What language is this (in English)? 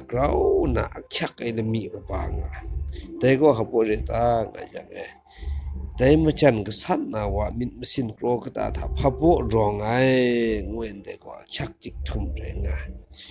Kachin